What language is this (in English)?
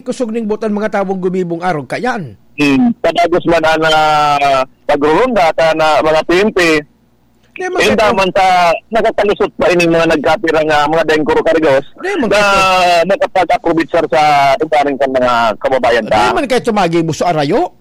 Bikol